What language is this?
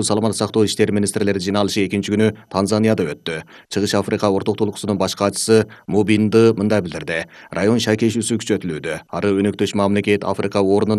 Kyrgyz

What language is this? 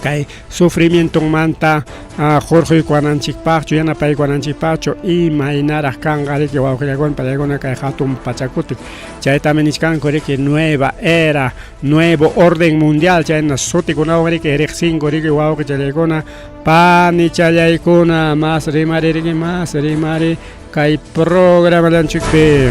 Ayacucho Quechua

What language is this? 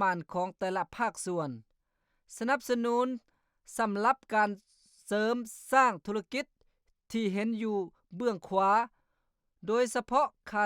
Lao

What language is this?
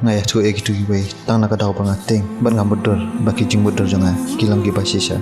Khasi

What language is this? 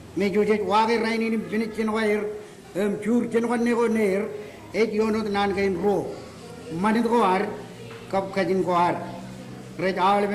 Marshallese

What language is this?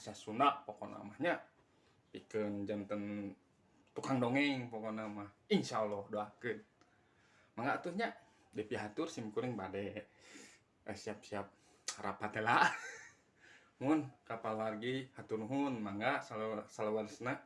Sundanese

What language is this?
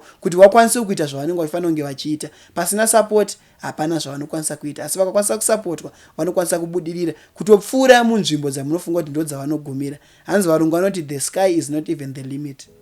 Shona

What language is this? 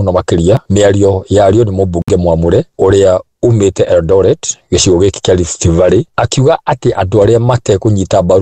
Kikuyu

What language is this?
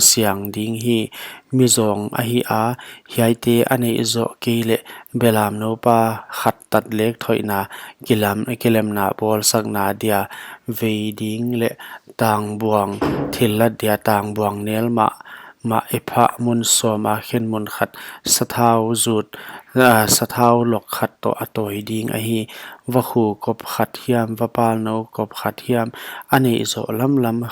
Paite Chin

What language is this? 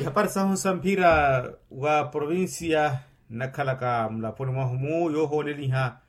Makhuwa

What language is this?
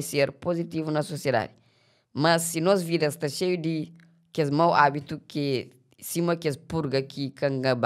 Kabuverdianu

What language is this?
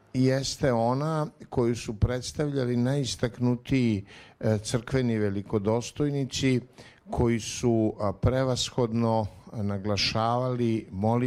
Serbian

